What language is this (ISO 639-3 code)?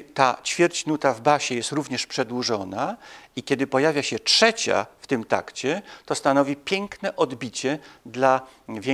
pol